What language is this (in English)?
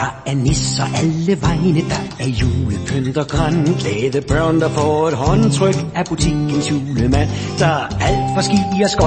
Danish